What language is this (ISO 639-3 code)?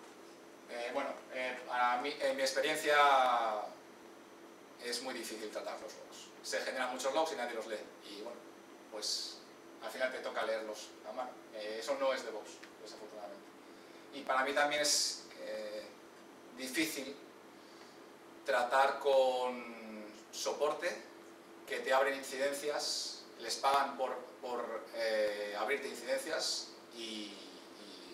spa